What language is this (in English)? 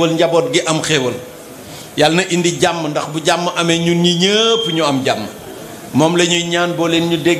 Wolof